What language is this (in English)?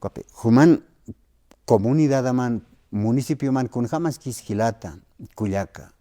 Aymara